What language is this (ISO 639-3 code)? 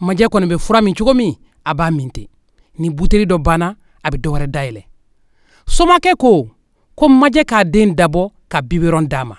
bam